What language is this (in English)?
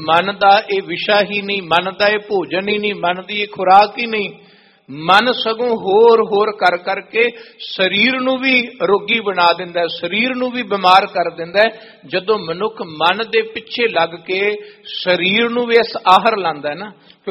Punjabi